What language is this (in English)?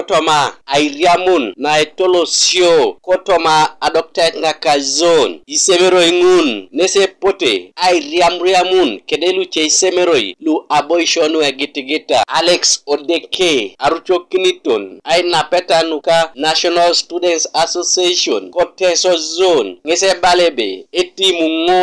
Teso